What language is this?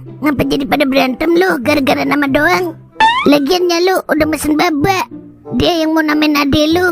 Betawi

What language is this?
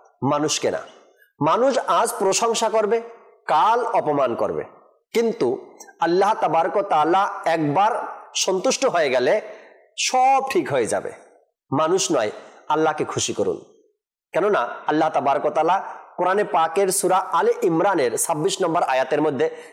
Bangla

